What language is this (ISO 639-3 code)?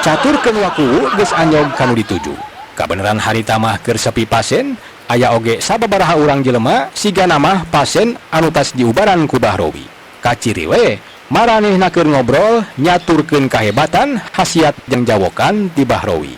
sun